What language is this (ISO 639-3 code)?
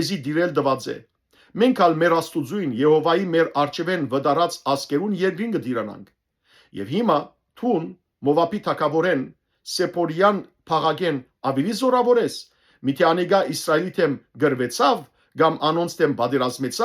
hyw